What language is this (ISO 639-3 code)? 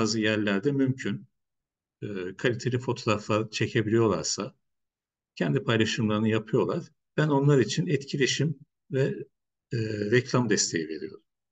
tur